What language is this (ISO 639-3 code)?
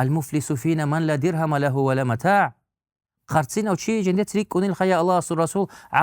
ava